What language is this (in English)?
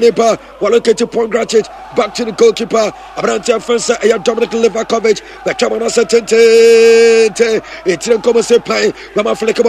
Akan